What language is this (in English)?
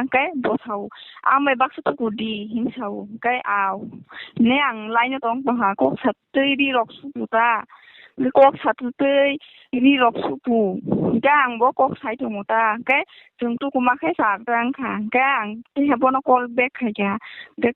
Kok Borok